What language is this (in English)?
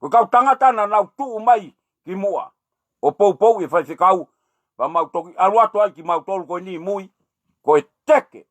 Tongan